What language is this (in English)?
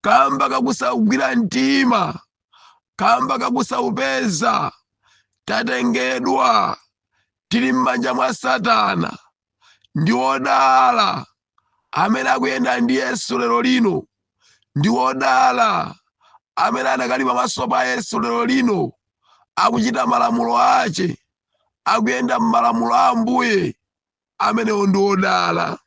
Nyanja